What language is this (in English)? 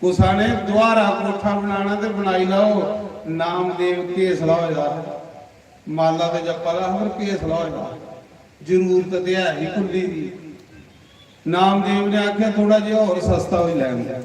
Dogri